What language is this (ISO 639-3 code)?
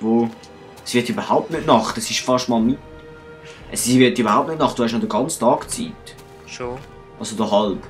gsw